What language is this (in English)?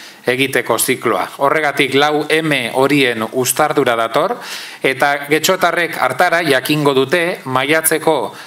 Basque